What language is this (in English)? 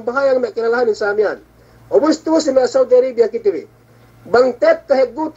Yakan